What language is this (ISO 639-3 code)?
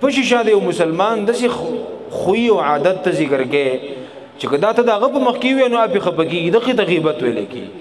pus